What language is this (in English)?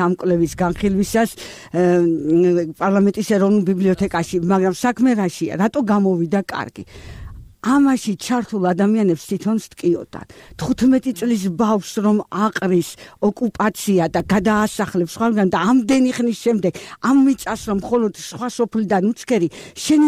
Georgian